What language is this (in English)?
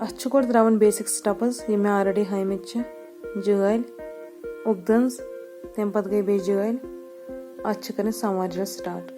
Kashmiri